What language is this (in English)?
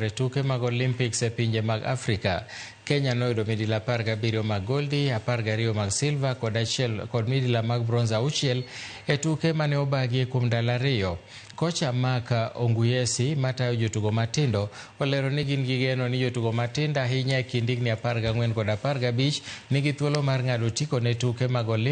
Luo (Kenya and Tanzania)